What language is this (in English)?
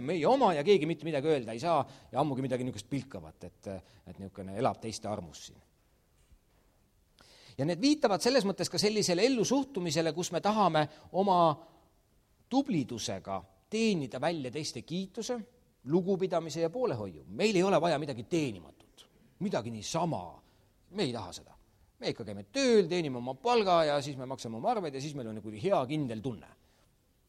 Estonian